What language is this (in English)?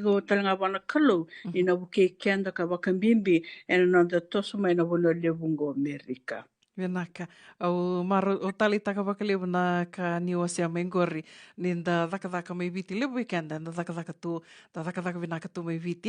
Fijian